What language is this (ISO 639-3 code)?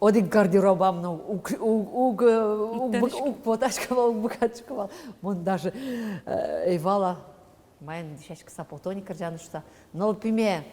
udm